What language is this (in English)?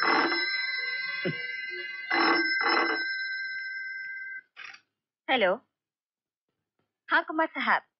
Hindi